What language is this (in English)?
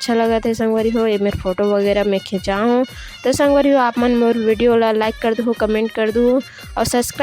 Chhattisgarhi